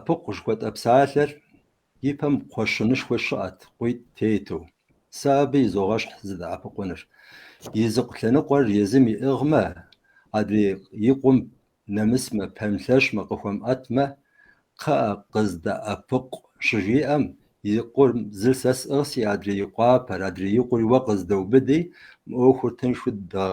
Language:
Kabardian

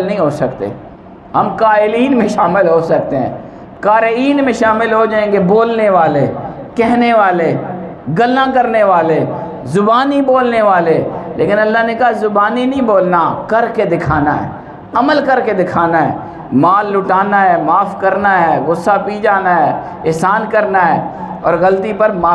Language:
Urdu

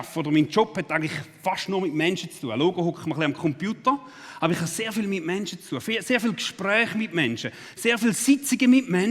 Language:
Swiss German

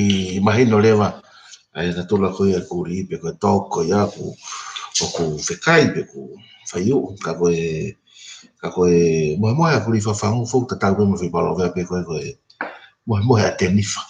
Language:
Tongan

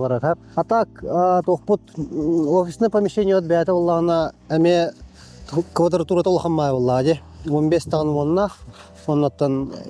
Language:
Yakut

